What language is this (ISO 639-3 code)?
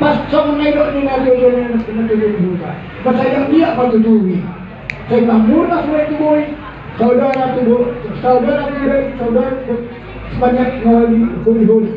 bbc